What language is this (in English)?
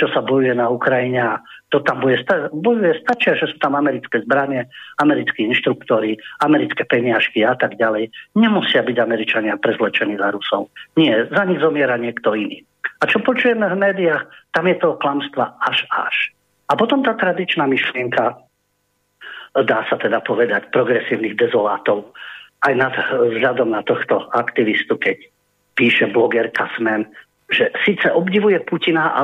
Slovak